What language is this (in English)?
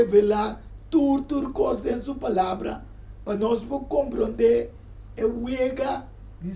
Papiamento